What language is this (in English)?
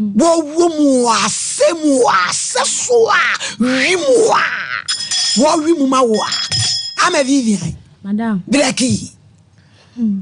Akan